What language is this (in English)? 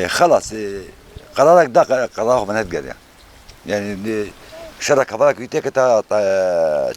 Kurdish